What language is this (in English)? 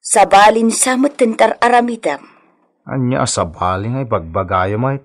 Iloko